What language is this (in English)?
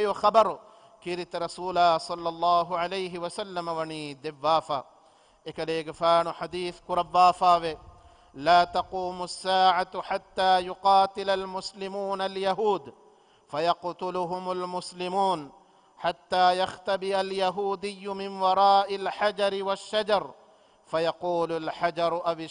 Divehi